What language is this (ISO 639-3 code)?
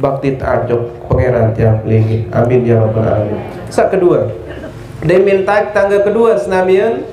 sas